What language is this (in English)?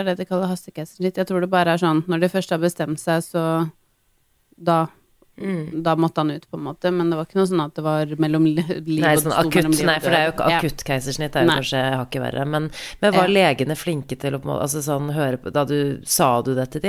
Norwegian